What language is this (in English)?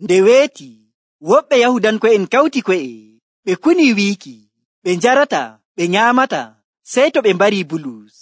Nigerian Fulfulde